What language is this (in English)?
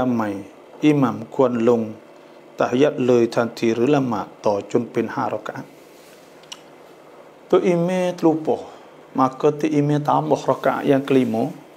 Malay